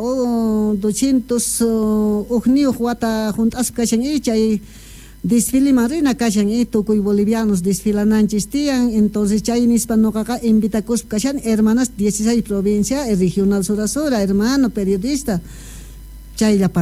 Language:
South Bolivian Quechua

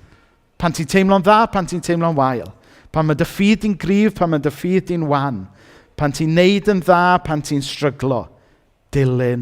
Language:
Welsh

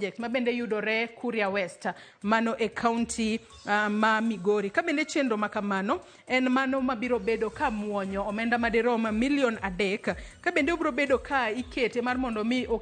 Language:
Luo (Kenya and Tanzania)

